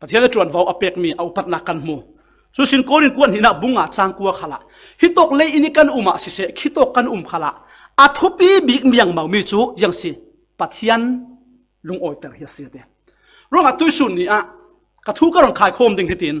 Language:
Falam Chin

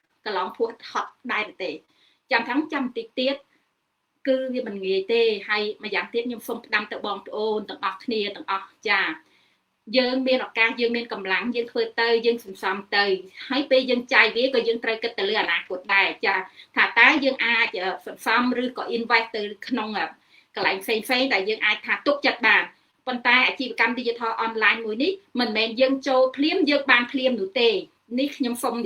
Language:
Khmer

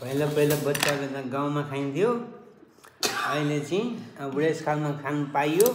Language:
Nepali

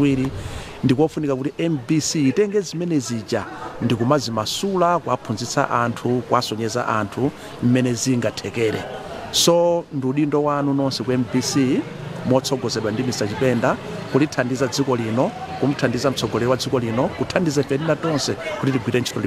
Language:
Nyanja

